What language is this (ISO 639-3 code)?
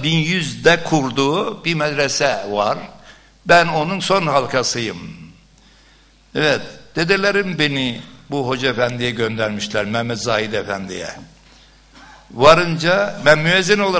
tur